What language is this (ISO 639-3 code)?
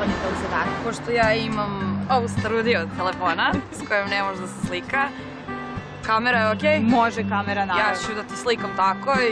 srp